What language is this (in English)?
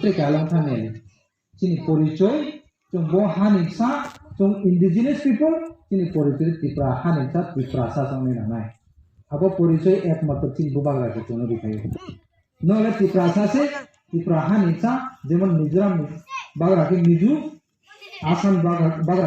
Riang (India)